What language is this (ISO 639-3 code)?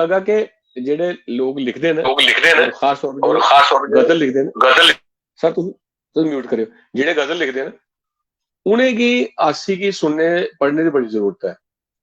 doi